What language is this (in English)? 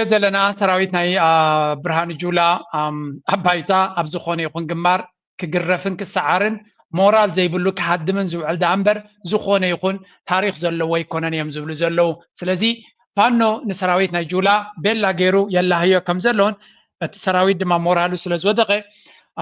Tigrinya